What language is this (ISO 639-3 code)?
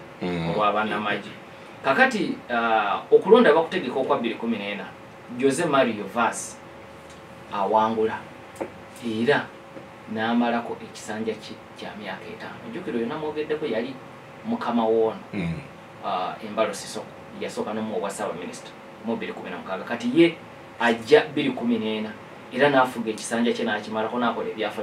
lug